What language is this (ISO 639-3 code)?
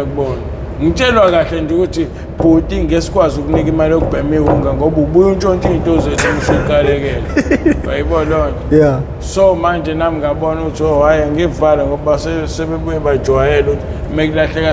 zul